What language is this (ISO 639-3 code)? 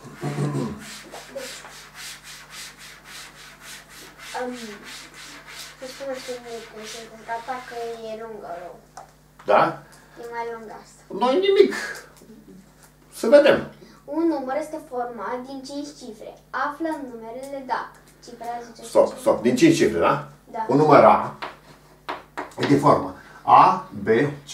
ron